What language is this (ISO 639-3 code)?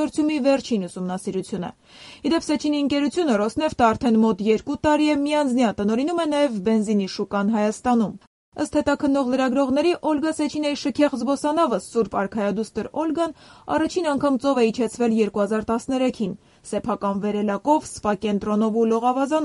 hye